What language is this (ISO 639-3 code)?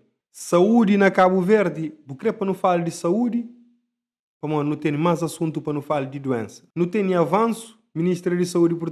kea